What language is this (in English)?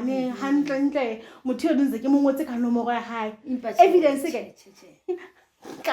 Southern Sotho